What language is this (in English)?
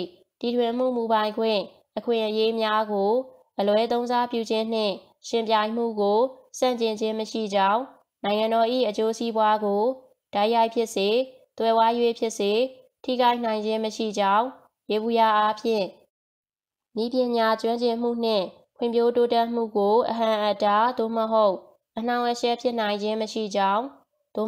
Burmese